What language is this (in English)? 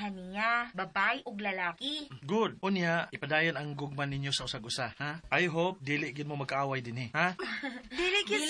Cebuano